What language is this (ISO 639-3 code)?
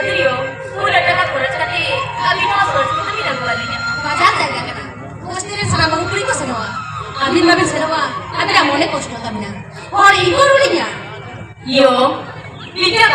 sat